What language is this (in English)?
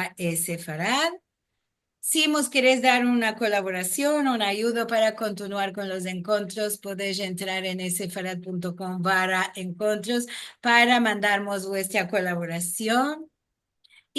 Ladino